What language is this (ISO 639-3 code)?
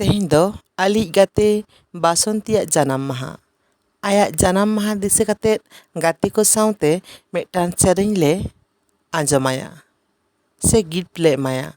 sat